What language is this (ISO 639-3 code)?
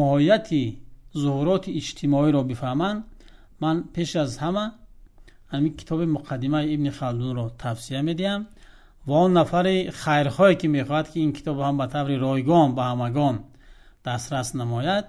tgk